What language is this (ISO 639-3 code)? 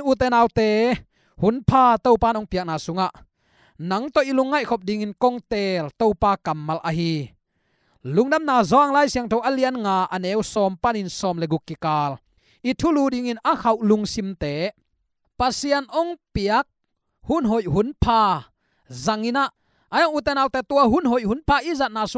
ctd